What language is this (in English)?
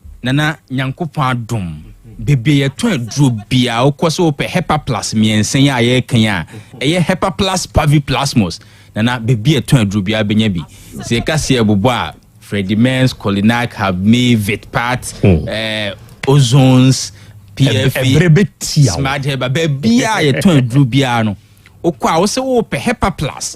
Akan